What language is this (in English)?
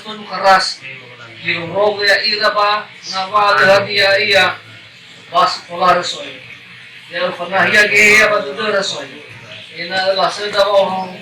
Nias